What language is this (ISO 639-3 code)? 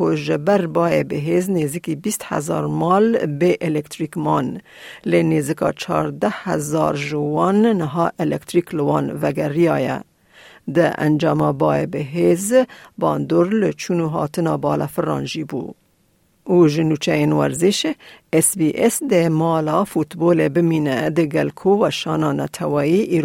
kur